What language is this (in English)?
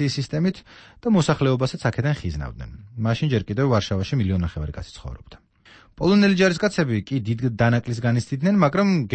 Georgian